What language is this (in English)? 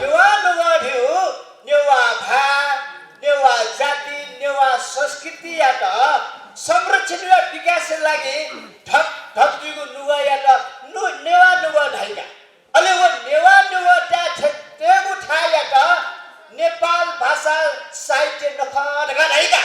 Newari